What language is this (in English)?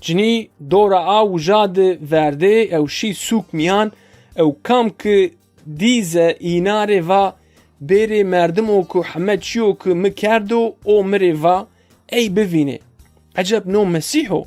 Zaza